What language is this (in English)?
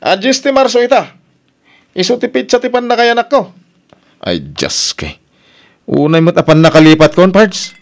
Iloko